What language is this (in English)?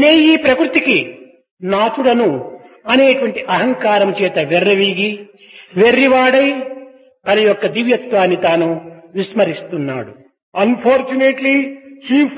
Telugu